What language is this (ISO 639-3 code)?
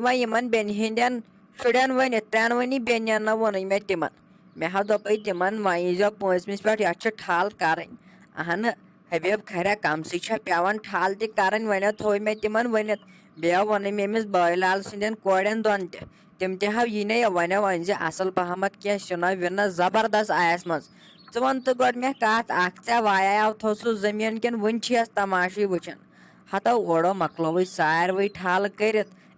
kas